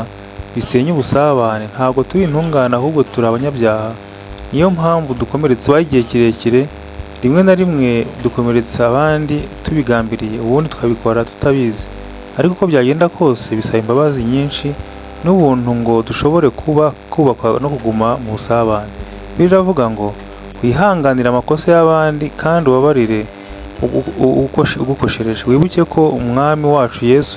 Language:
Kinyarwanda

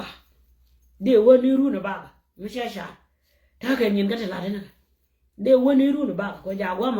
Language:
Nuer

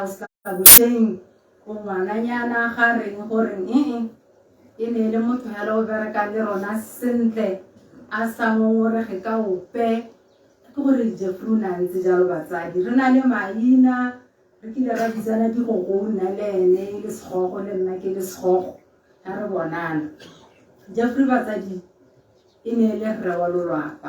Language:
Tswana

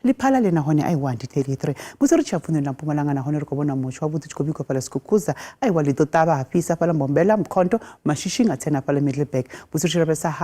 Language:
Venda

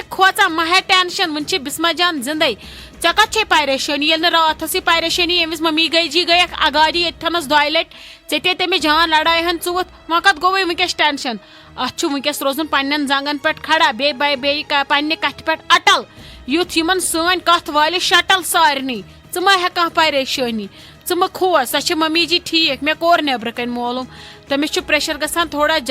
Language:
Kashmiri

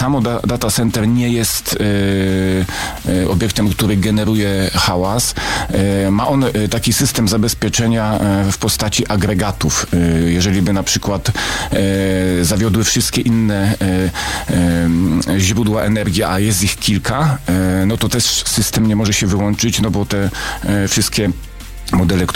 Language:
Polish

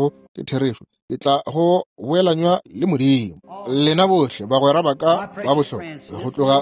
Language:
Northern Sotho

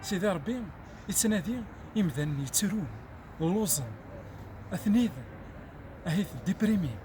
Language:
Kabyle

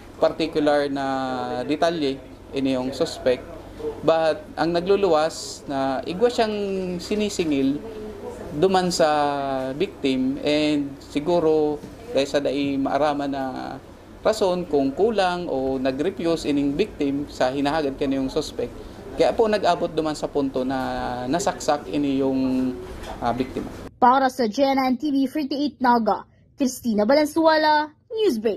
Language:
Bikol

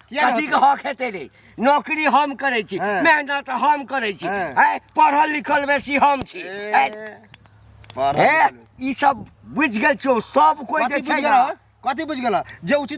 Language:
Maithili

